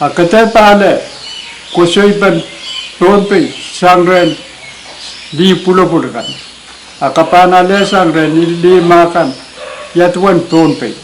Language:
Pohnpeian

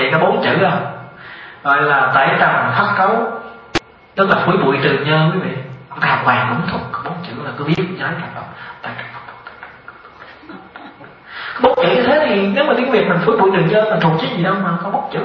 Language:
Vietnamese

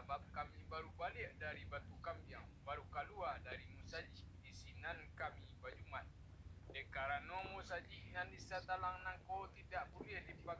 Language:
Minangkabau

